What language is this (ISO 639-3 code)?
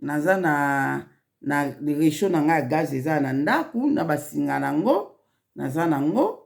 lin